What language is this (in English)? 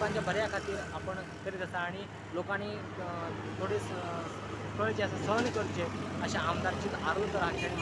Konkani